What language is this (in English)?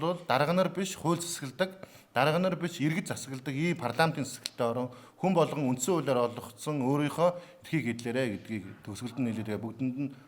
Mongolian